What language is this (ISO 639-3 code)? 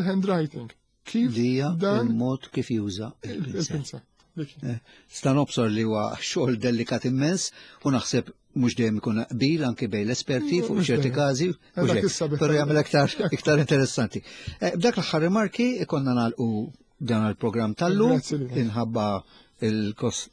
mlt